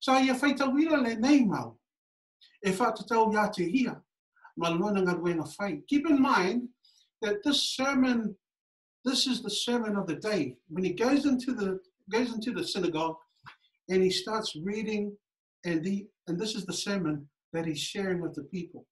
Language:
Samoan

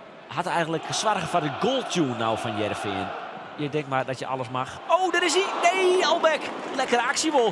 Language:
Western Frisian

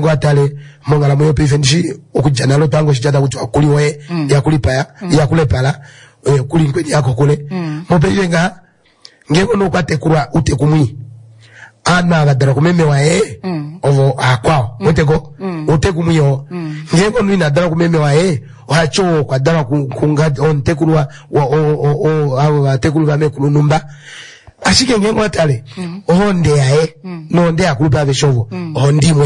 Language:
Kuanyama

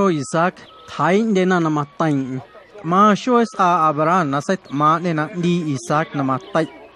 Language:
Guerrero Amuzgo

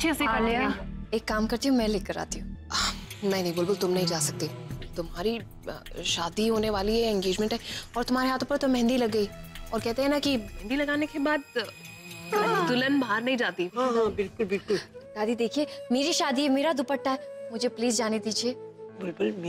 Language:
Hindi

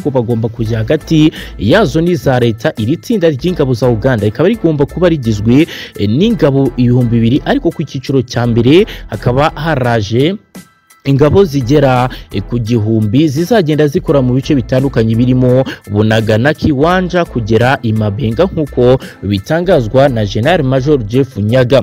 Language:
Kinyarwanda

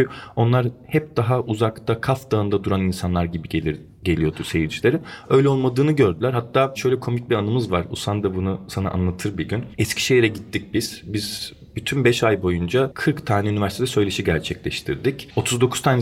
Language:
Turkish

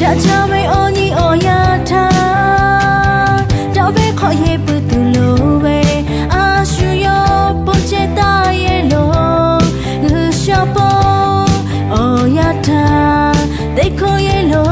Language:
Lahu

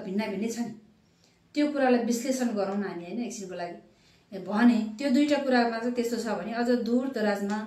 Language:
Nepali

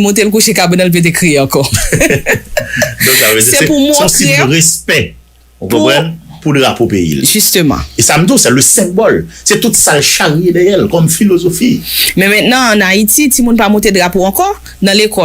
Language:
Haitian Creole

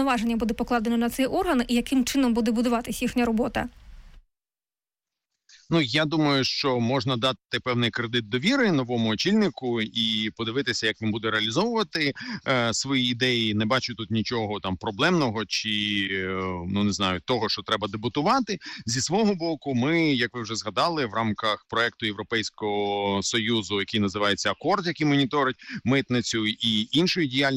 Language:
Ukrainian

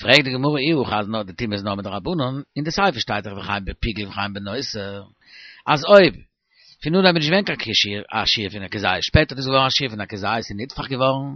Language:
Yiddish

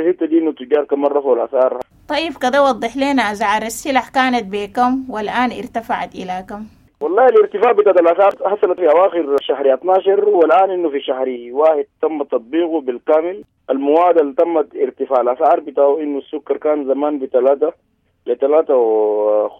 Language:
Sudanese Arabic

